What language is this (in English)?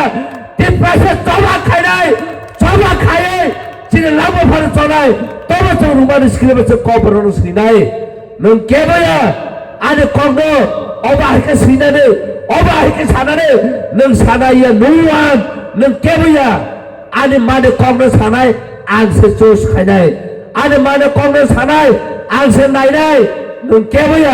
Kok Borok